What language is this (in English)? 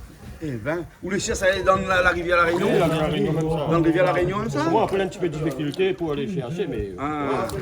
Réunion Creole French